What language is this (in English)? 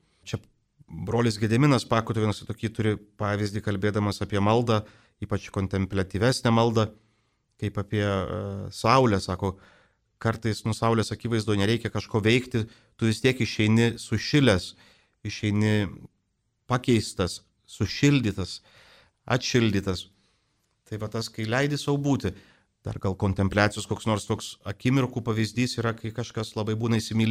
Lithuanian